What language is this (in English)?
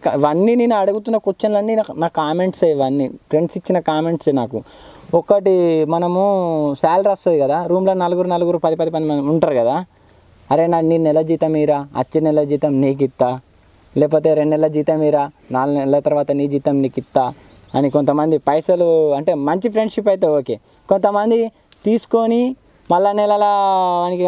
Telugu